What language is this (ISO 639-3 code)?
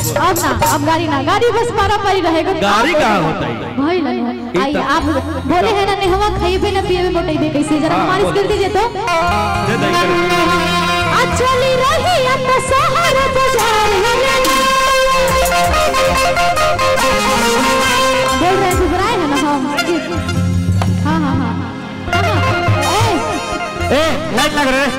bho